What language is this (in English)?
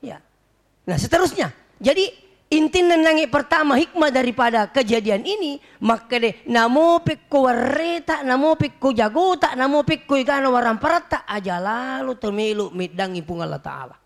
Buginese